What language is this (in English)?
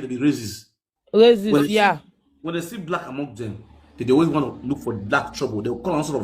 Nigerian Pidgin